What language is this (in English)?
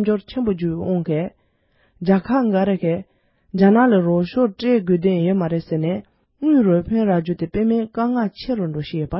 Tibetan